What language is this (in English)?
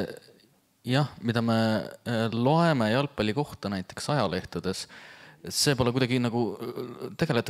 Estonian